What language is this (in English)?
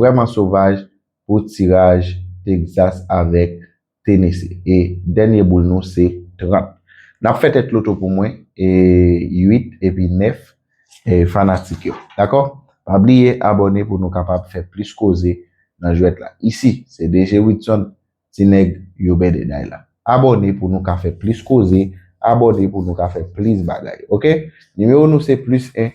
Haitian Creole